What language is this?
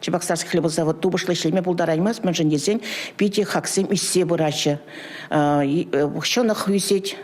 Chuvash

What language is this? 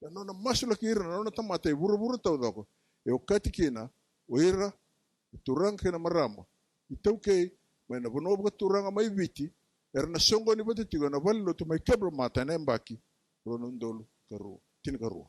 Fijian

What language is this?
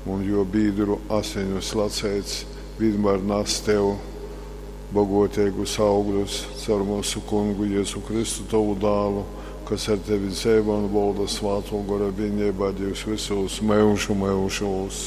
Latgalian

